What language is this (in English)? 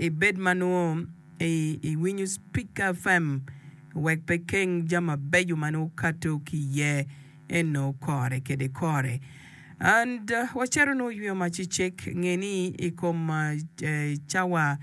Acoli